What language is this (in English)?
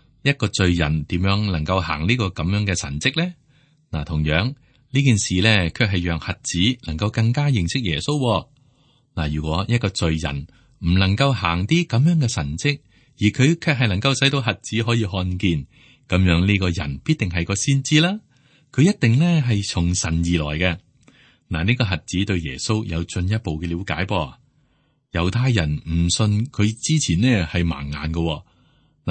Cantonese